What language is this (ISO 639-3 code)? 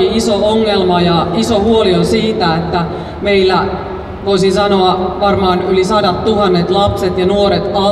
fin